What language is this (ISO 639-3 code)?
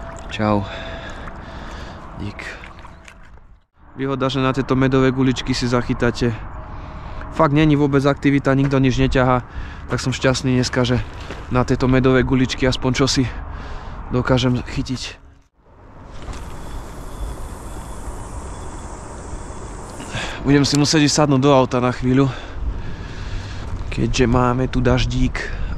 slk